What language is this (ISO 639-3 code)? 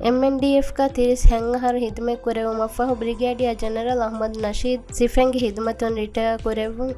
div